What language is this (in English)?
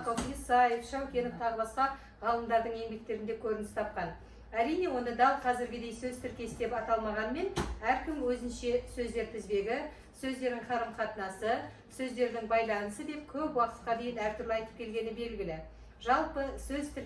Kazakh